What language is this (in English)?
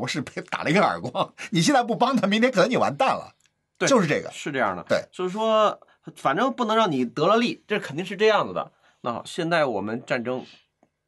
Chinese